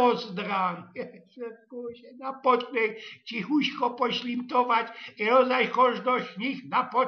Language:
Silesian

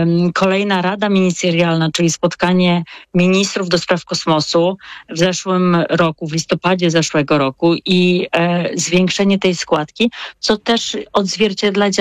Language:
Polish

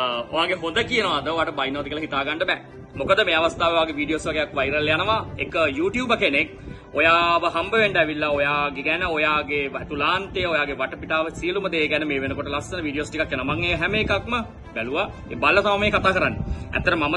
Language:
Sinhala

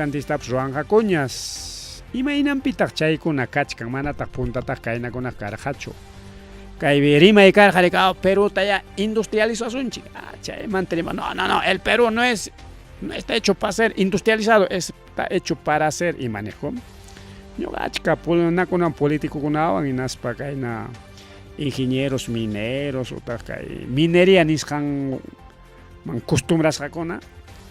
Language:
Ayacucho Quechua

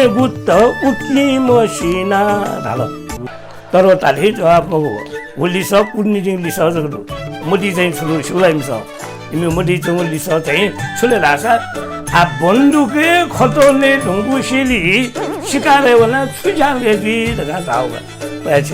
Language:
Newari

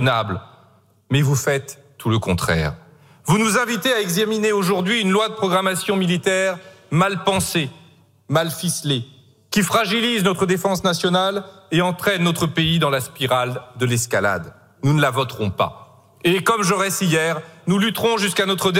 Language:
French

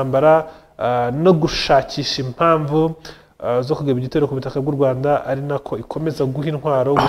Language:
Kinyarwanda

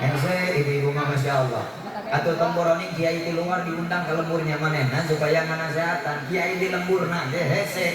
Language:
Sundanese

